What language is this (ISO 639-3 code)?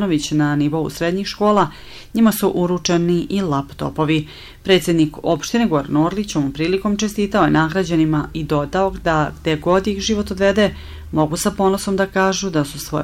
srp